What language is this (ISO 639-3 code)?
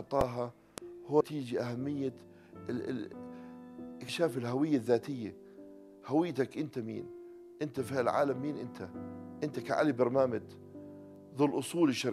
apc